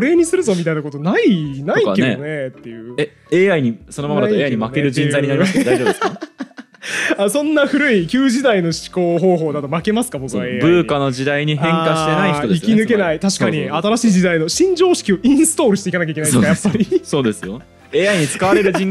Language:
Japanese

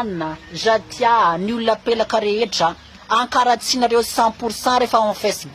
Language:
Malagasy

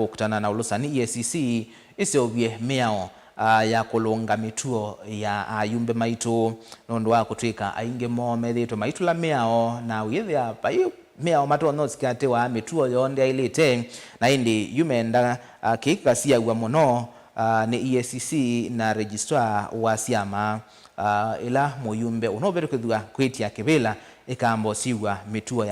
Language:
Kamba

